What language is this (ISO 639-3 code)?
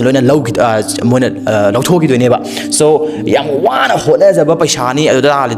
mni